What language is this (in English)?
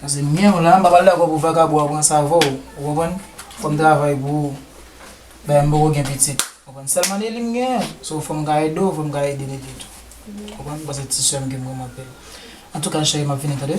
Haitian Creole